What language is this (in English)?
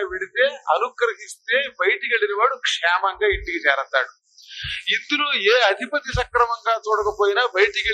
Telugu